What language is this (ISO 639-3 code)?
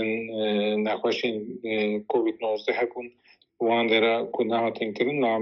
kur